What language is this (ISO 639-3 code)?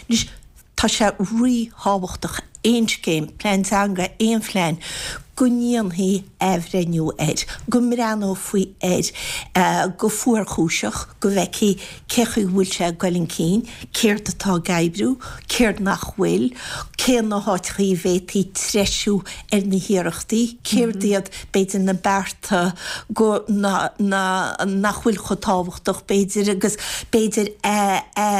gle